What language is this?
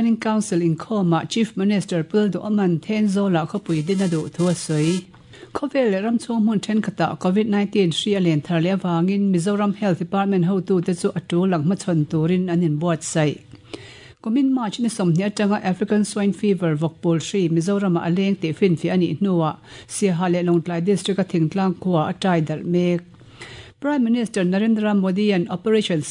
Mizo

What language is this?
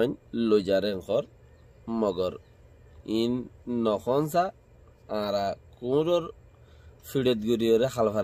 Rohingya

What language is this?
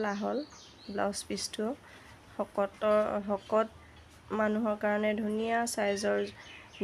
Assamese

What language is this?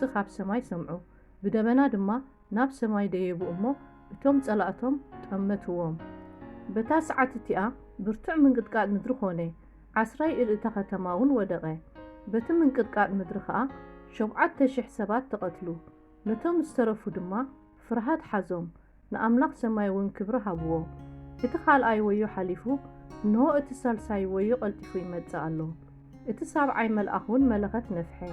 Tigrinya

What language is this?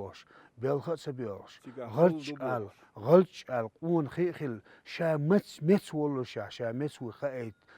Chechen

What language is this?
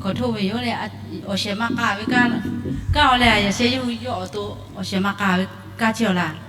Lahu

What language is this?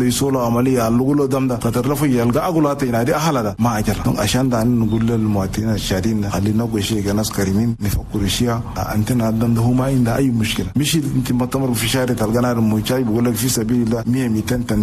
Chadian Arabic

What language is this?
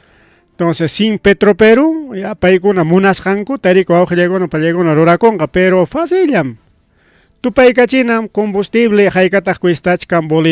Ayacucho Quechua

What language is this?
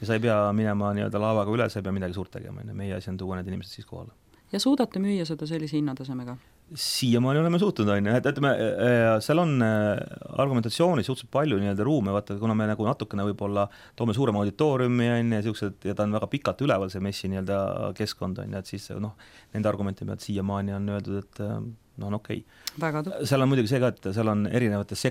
Estonian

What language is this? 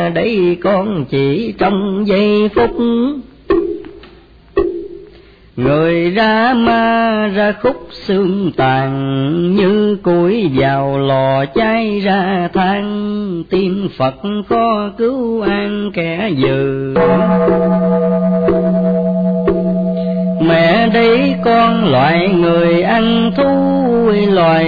Vietnamese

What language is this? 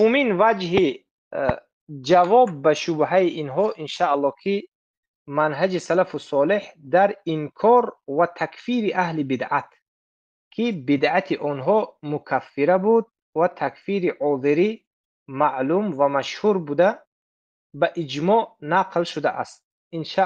Tajik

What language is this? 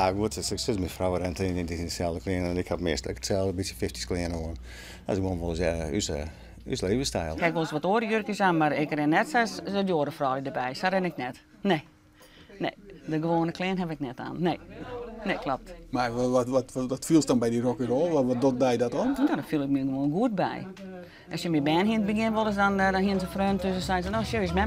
Western Frisian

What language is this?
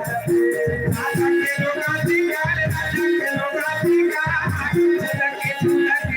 Chhattisgarhi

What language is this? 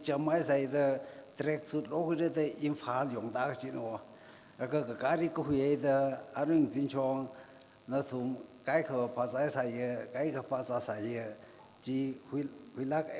Tangkhul Naga (India)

